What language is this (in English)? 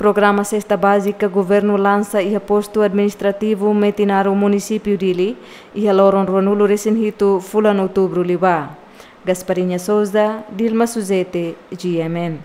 Tetum